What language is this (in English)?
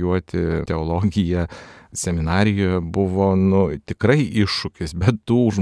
Lithuanian